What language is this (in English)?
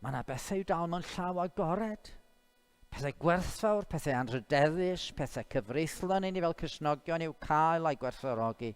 Welsh